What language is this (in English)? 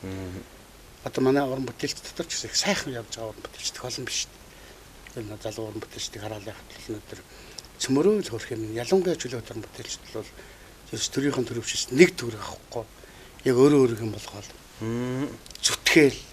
Mongolian